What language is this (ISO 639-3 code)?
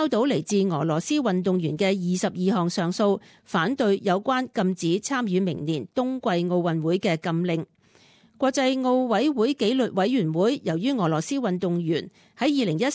yue